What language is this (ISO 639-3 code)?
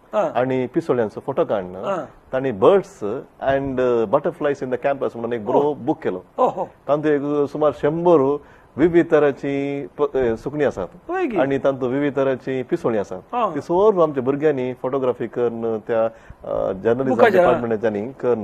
kok